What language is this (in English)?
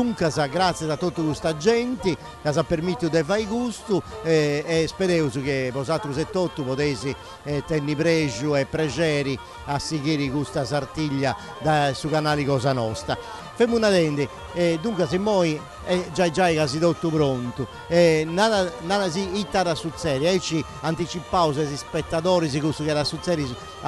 Sardinian